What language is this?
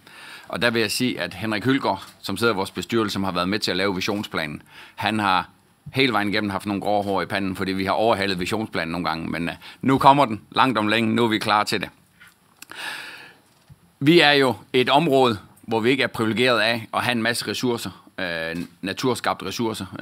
Danish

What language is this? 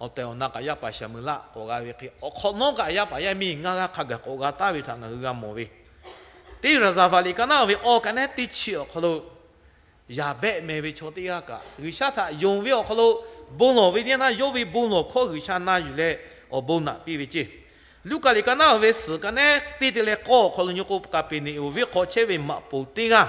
Lahu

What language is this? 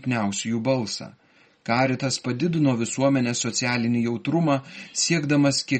Lithuanian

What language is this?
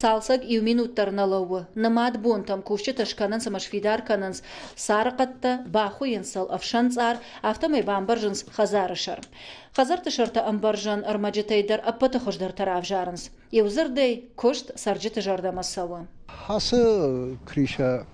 Ossetic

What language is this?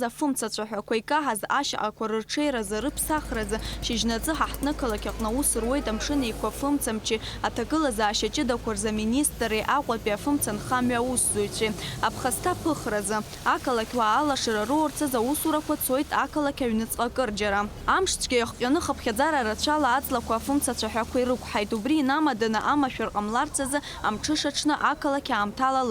Abkhazian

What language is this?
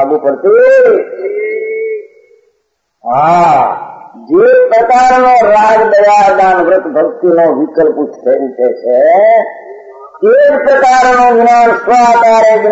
Gujarati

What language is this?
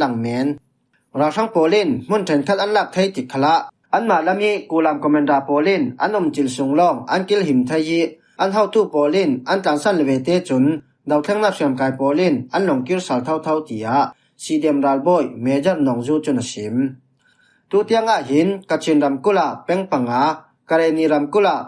Falam Chin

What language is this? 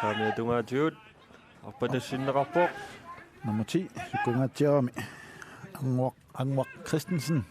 Kalaallisut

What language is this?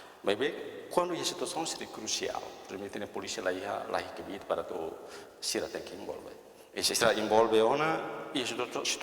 Tetum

